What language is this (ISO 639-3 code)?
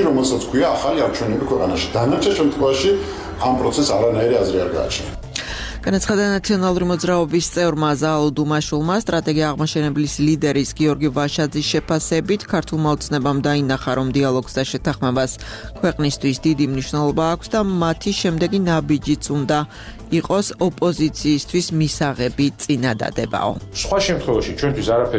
kat